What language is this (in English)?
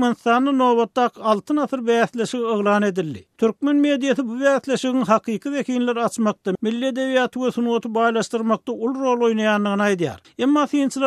Turkmen